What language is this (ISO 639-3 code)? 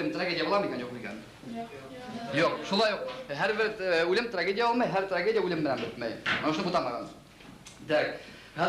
bak